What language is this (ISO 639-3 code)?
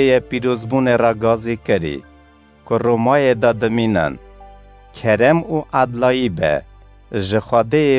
kur